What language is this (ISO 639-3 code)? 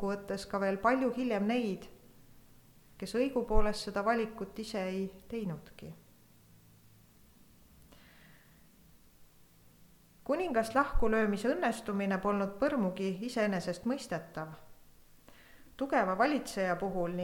est